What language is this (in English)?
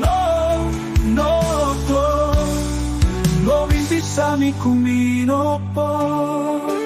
Papiamento